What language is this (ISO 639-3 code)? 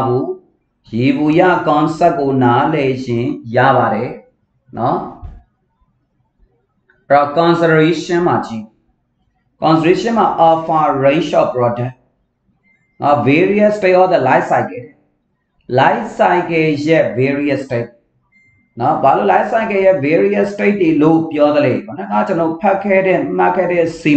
mya